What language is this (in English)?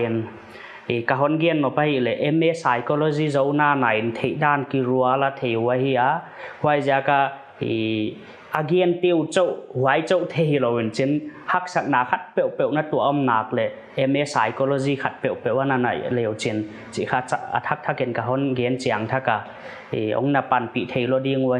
Paite Chin